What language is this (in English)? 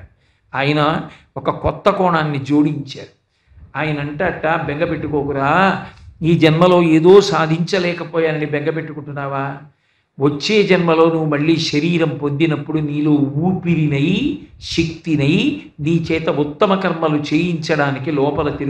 Telugu